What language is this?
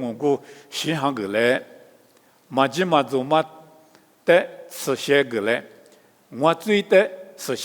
Lisu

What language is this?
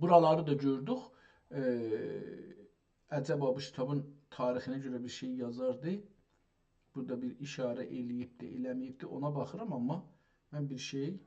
South Azerbaijani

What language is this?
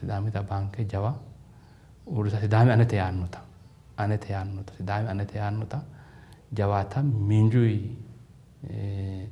Sidamo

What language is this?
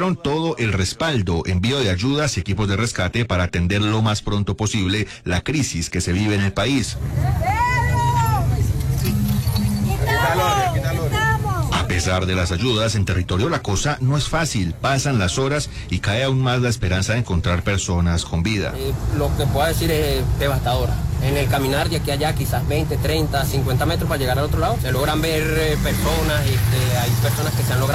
Spanish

